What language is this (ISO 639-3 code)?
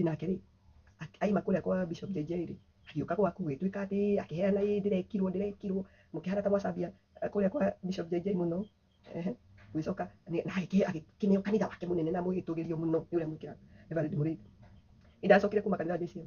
kik